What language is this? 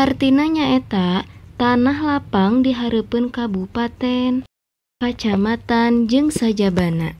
Sundanese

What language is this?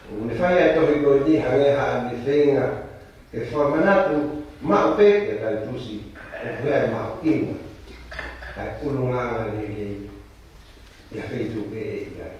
Tongan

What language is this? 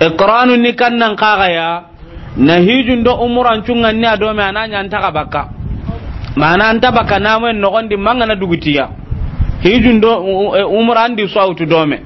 Soninke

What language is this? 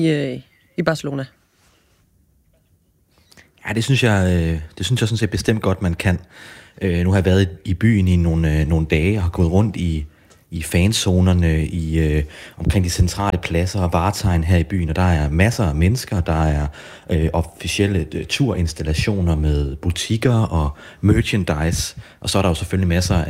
Danish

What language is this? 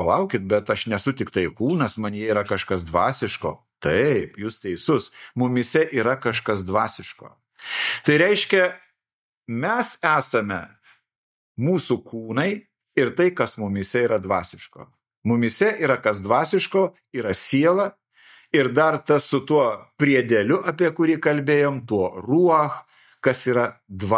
Lithuanian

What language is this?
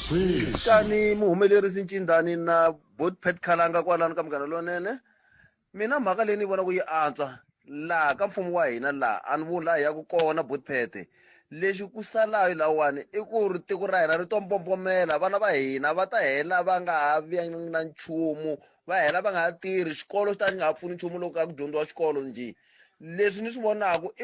Tsonga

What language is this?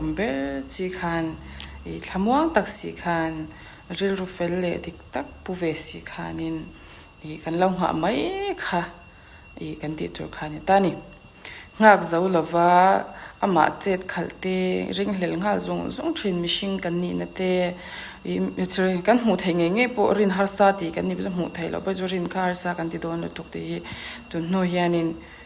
Mizo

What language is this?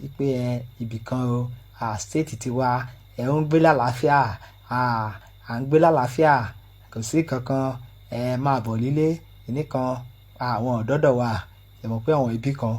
Yoruba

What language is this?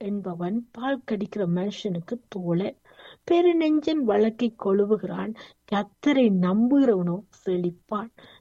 Tamil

